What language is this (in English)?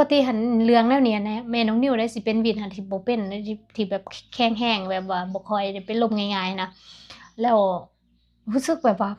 Lao